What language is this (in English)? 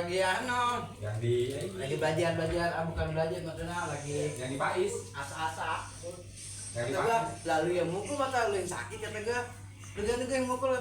Betawi